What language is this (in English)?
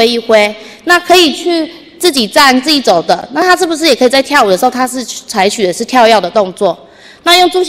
Chinese